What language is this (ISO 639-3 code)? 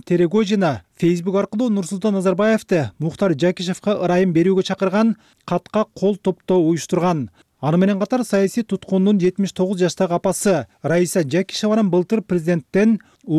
kir